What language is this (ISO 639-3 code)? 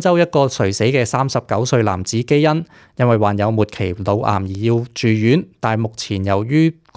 yue